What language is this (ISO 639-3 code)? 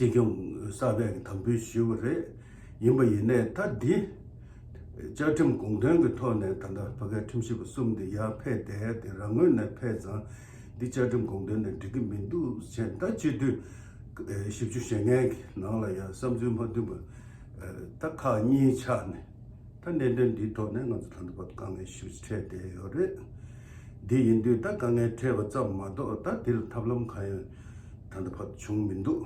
bod